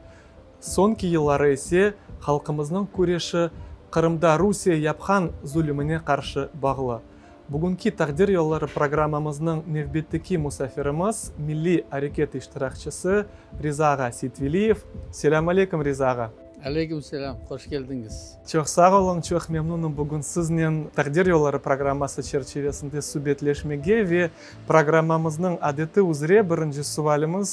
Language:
Crimean Tatar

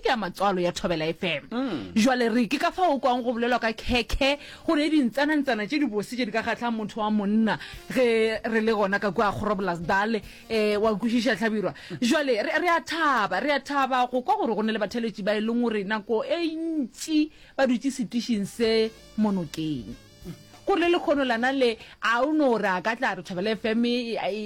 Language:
Northern Sotho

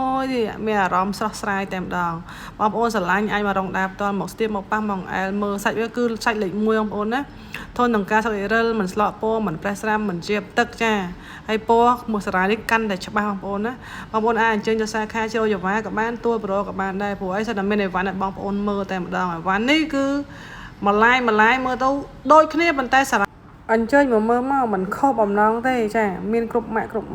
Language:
Khmer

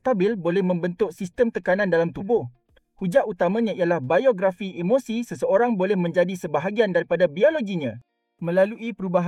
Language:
Malay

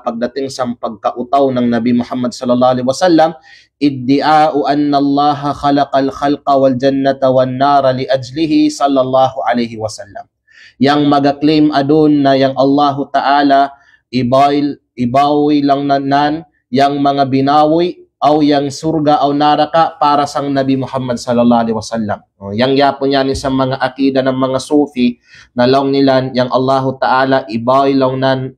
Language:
Kalagan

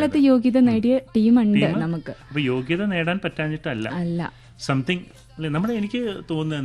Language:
Malayalam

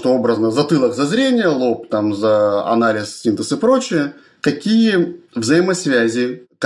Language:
Russian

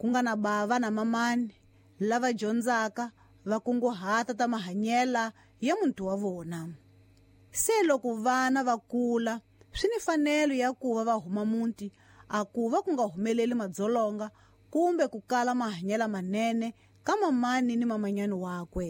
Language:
Tsonga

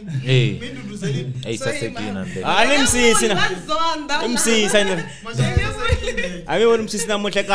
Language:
Tsonga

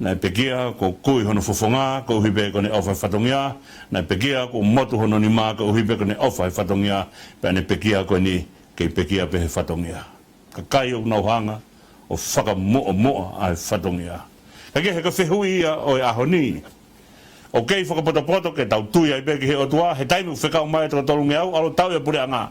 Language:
Tongan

